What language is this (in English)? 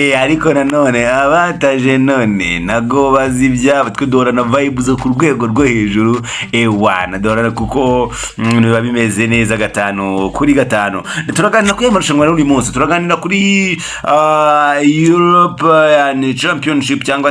Kinyarwanda